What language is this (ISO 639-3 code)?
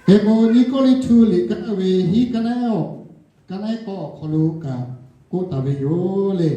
lhu